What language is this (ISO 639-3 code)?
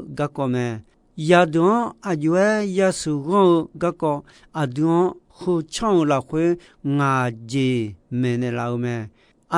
ahk